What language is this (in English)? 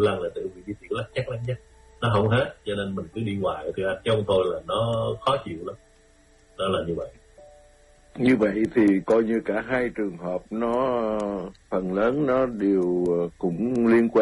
Vietnamese